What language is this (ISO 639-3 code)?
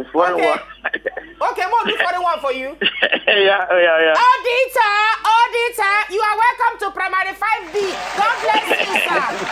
pcm